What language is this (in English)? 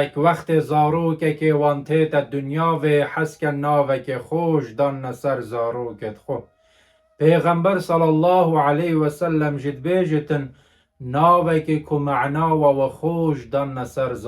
Kurdish